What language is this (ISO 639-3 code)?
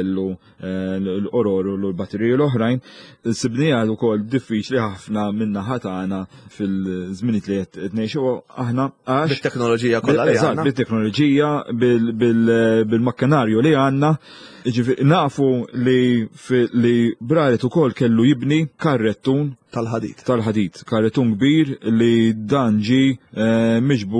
mlt